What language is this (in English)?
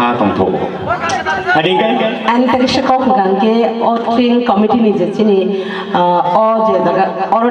Kok Borok